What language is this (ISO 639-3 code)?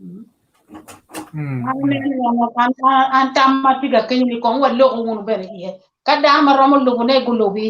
ach